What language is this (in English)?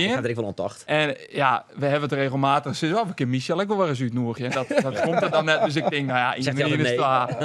Western Frisian